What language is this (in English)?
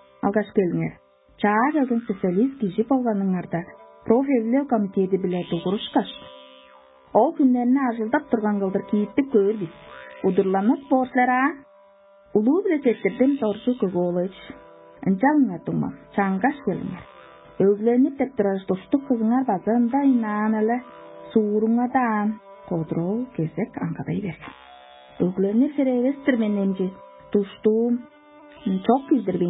Tuvinian